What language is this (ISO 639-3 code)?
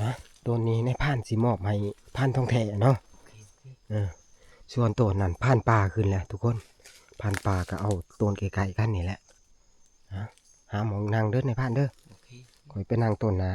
tts